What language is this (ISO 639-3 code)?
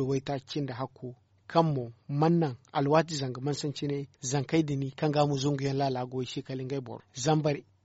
dje